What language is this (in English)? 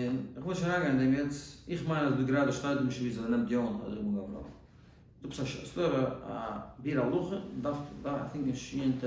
Yiddish